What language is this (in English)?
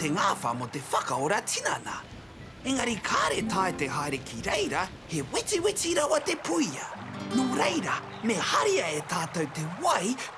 Māori